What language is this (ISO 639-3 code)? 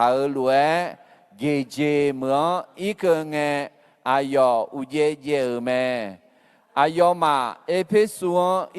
ahk